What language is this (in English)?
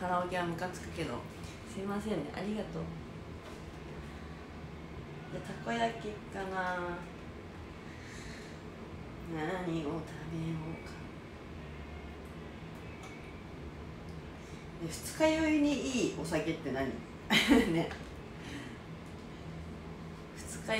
Japanese